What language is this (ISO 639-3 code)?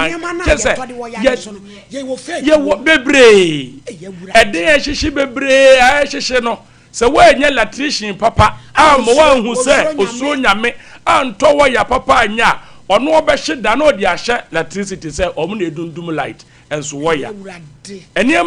aka